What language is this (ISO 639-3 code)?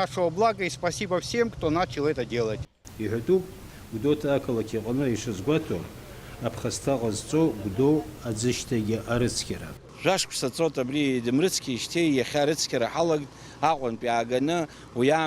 abk